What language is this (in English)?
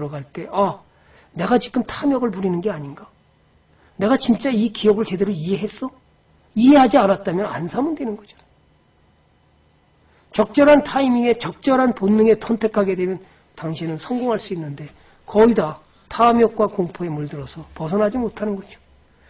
Korean